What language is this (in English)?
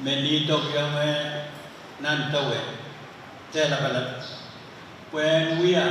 Pohnpeian